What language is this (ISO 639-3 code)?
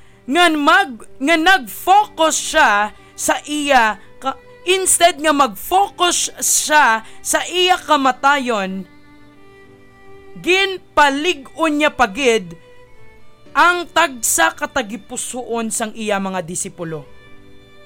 hil